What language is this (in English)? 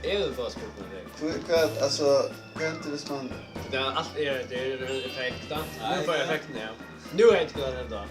Faroese